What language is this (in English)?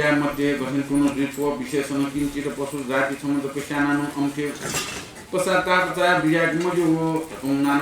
Newari